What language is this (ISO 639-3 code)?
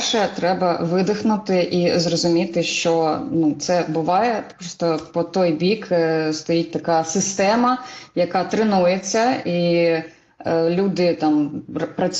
ukr